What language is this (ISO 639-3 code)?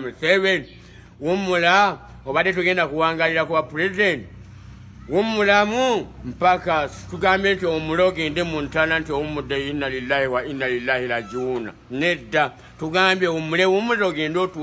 lug